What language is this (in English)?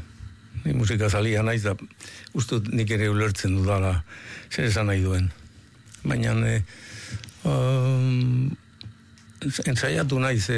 Basque